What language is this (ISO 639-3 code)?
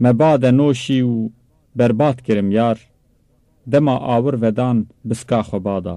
kur